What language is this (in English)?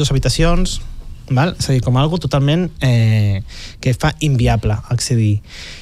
Catalan